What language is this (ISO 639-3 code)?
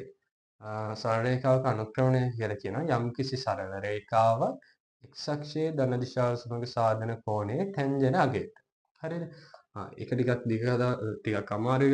sin